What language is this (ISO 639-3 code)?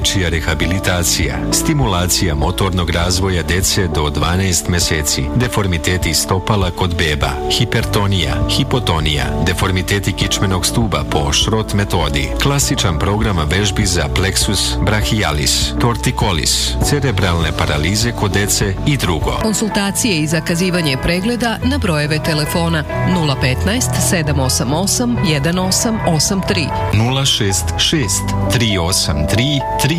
srp